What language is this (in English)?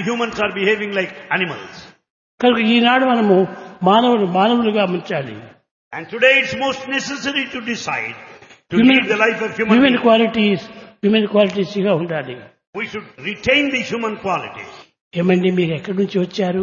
Telugu